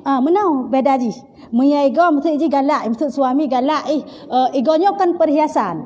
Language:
Achinese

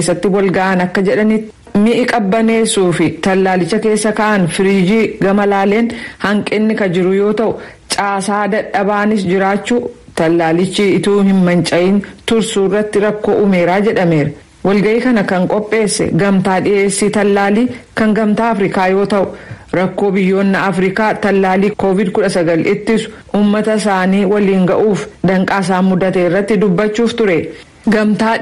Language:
Oromo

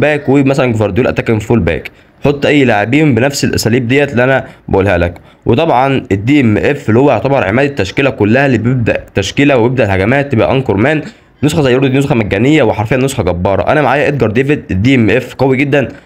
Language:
Egyptian Arabic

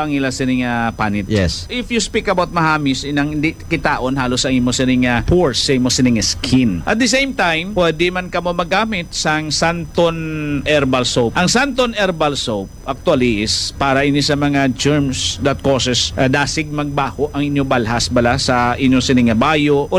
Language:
Hiligaynon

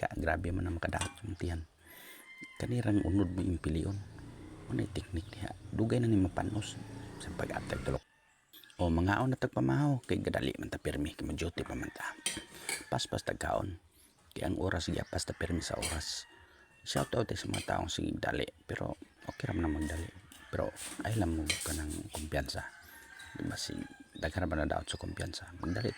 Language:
Cebuano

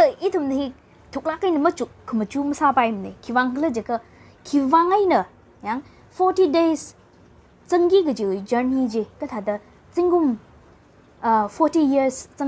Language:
Tangkhul Naga (India)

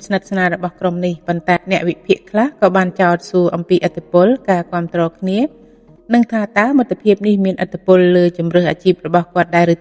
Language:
Khmer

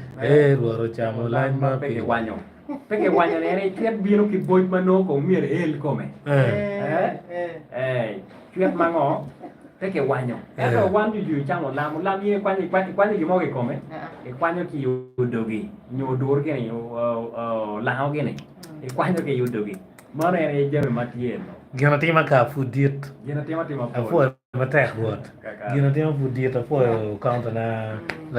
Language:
Acoli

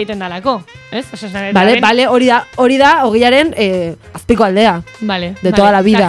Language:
Basque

